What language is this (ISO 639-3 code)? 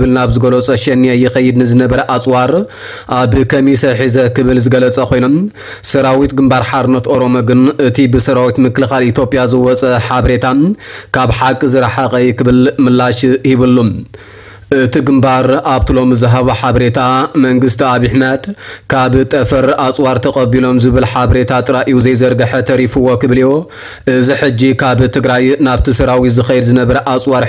tir